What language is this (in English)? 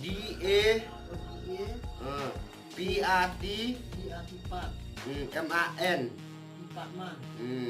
Khasi